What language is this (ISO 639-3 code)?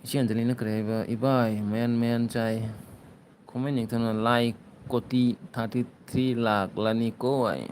mni